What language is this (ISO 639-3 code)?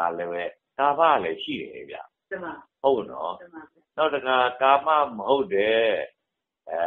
mya